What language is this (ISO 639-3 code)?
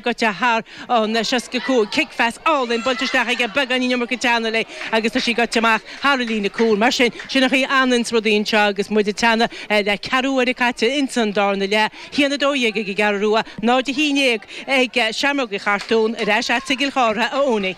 gle